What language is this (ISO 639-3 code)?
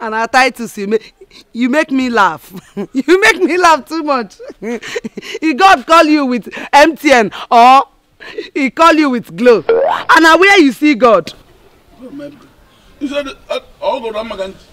pcm